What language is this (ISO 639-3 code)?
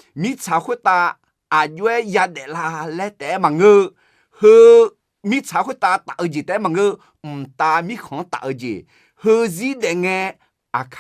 ahk